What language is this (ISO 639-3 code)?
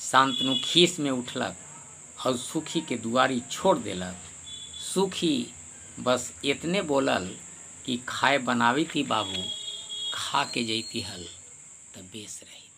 mag